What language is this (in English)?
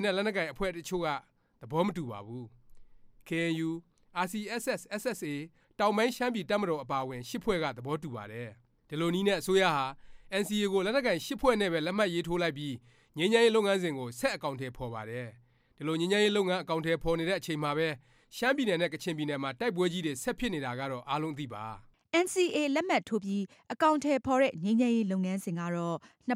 Burmese